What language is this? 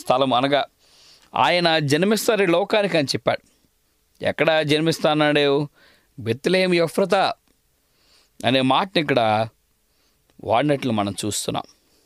Telugu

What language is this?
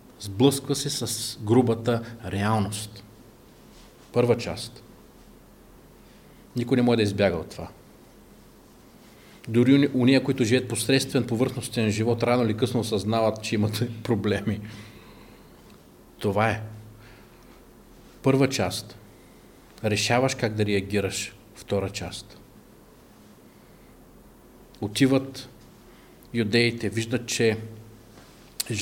Bulgarian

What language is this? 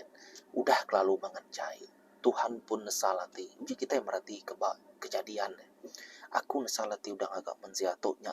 Iban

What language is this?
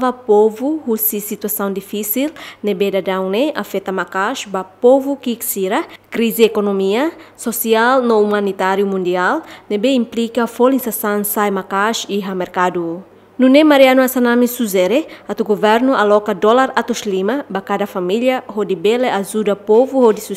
Tetum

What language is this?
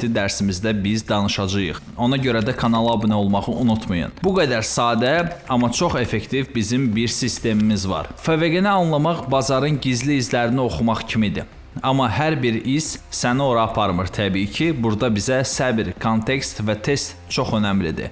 Azerbaijani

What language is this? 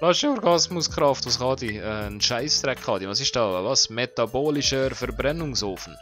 Swiss German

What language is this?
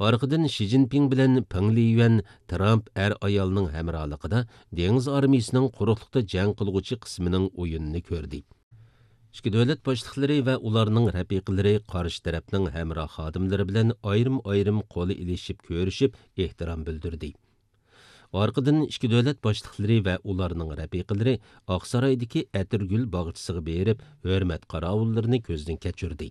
Uyghur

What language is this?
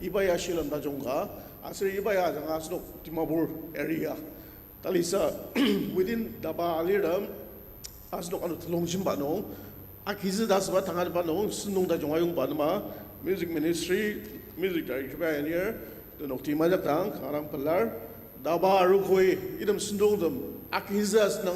Ao Naga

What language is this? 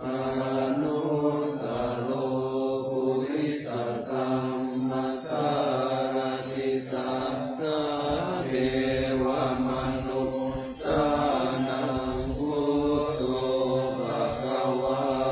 Pali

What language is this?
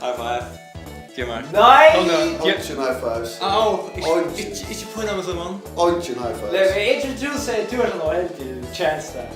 Faroese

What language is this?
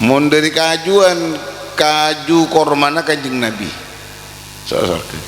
Madurese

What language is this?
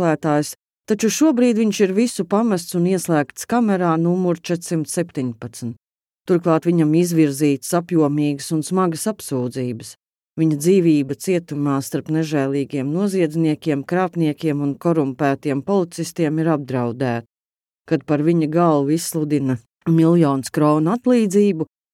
Latvian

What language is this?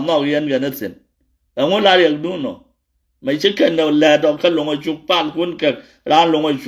Nuer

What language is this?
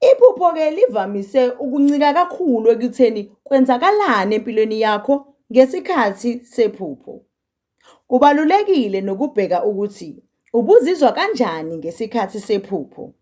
Zulu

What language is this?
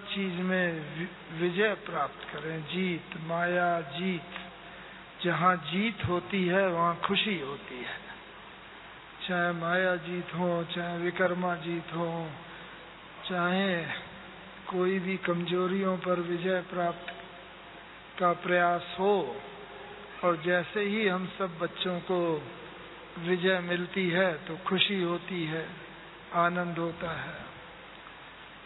Hindi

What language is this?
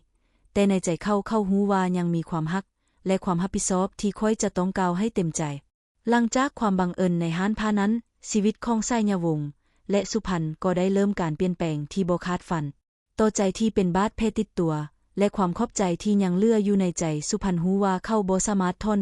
Lao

